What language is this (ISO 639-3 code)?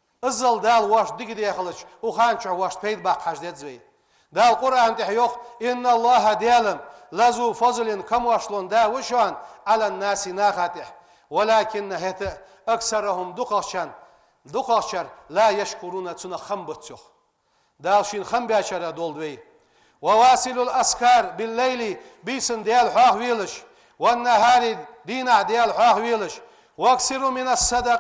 inh